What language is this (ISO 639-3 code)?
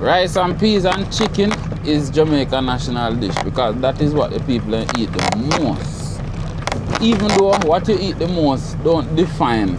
jam